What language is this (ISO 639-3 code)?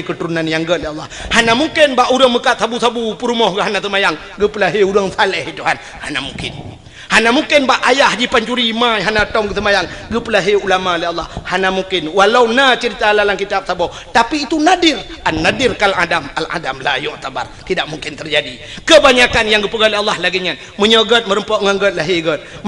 ace